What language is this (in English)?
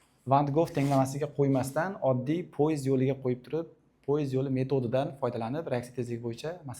Uzbek